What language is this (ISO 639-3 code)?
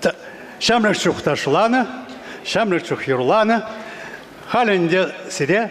chv